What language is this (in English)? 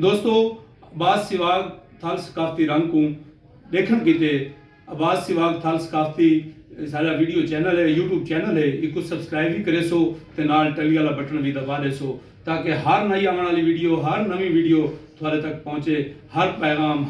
Saraiki